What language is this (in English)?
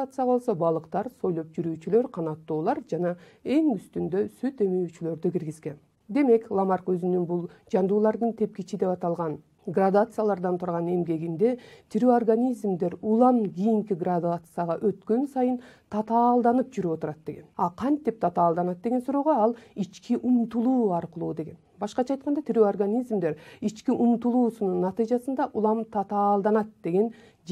Kyrgyz